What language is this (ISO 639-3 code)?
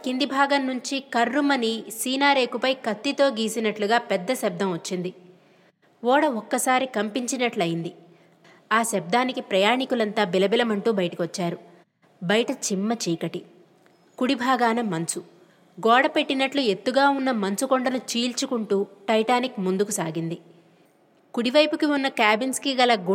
tel